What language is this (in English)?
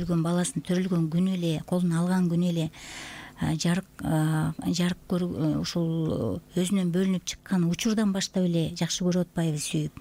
Kyrgyz